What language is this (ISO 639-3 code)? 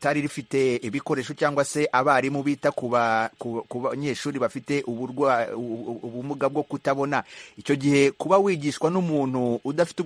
kin